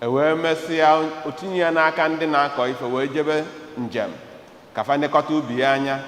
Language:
Igbo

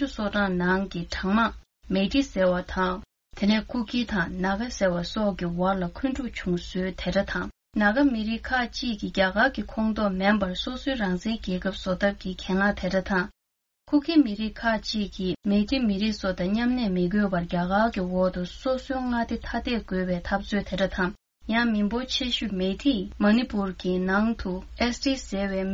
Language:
Tibetan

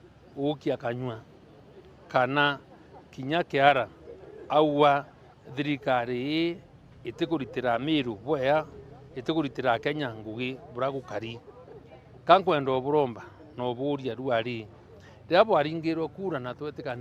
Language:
Meru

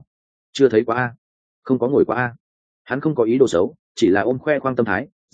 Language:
Vietnamese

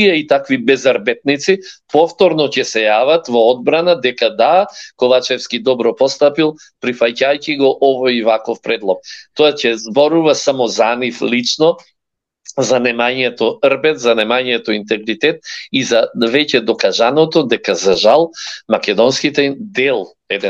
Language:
Macedonian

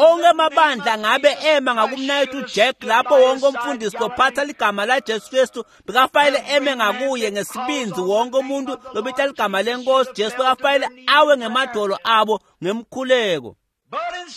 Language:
Swati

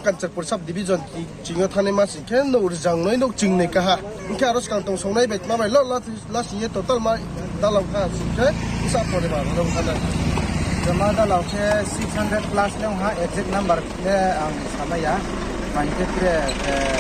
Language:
Riang (India)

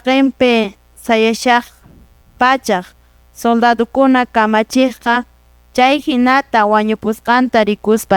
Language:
Quechua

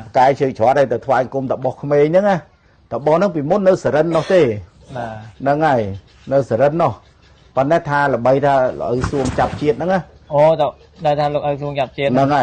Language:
Khmer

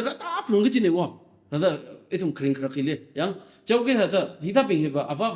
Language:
Tangkhul Naga (India)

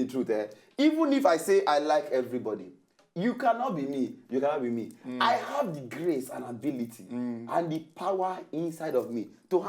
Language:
Nigerian Pidgin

